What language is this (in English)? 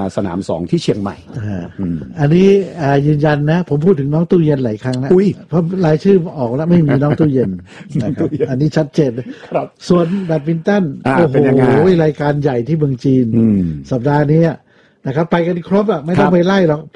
Thai